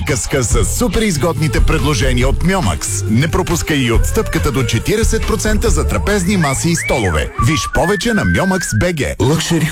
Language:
Bulgarian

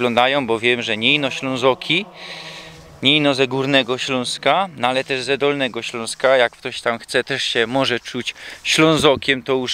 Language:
Silesian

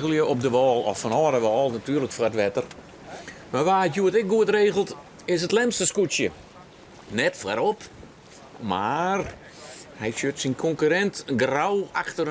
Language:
Western Frisian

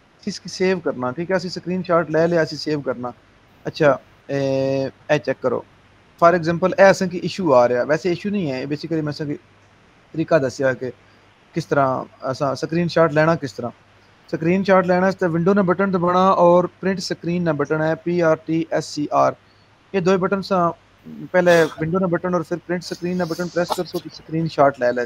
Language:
Punjabi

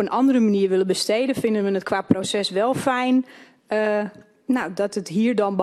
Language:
Dutch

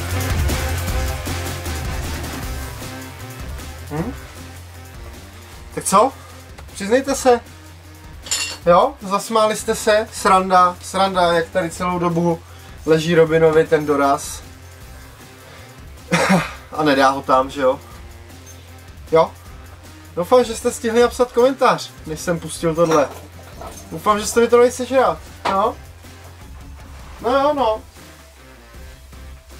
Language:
Czech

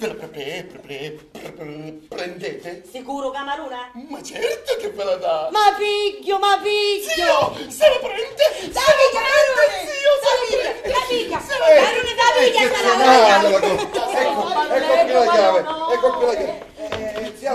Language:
Sicilian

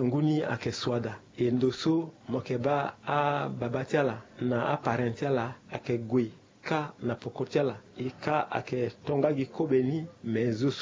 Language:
Sango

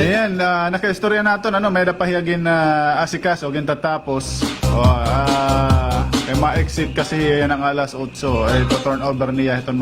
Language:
Waray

